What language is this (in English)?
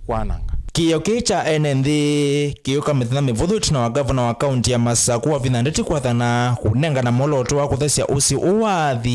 Kamba